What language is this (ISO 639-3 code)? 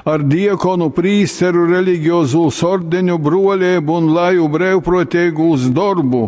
ltg